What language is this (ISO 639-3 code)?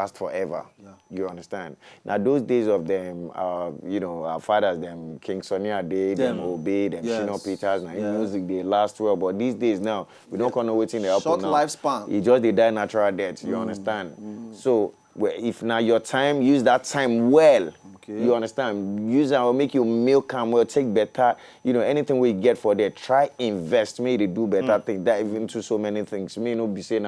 pcm